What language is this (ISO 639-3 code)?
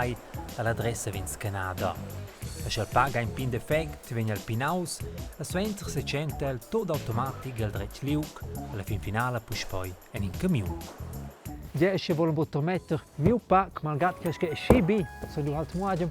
roh